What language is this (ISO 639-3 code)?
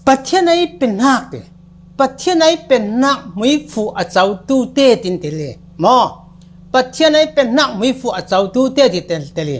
cfm